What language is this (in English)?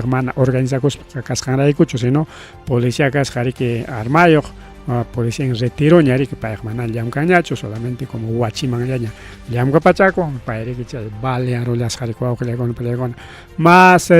Ayacucho Quechua